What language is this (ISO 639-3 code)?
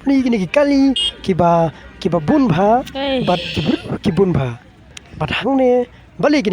kha